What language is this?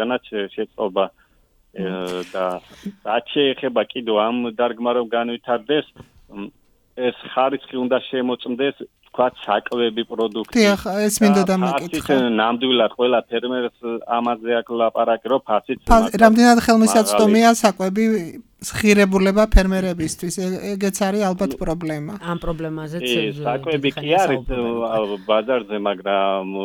Georgian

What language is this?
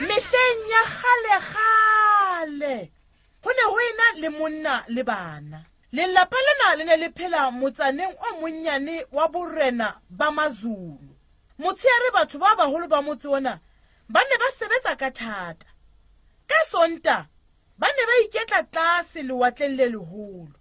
Southern Sotho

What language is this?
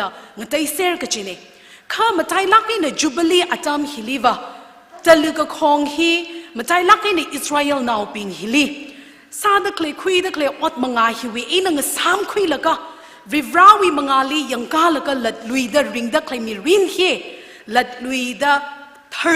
Tangkhul Naga (India)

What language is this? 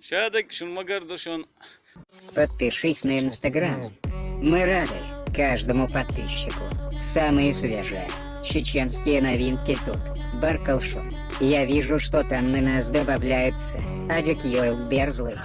Chechen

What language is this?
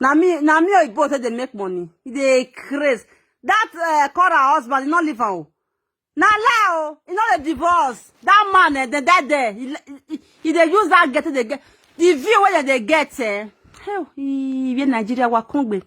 Nigerian Pidgin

